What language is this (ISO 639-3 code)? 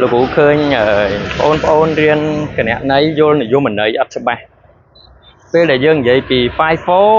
khm